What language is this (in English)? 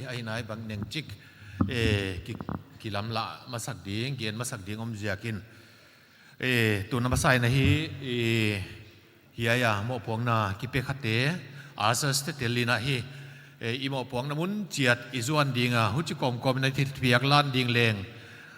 Paite Chin